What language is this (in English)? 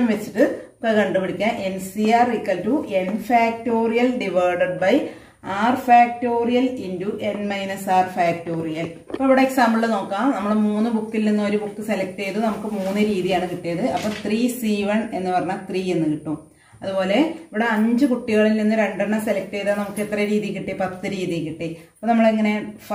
Malayalam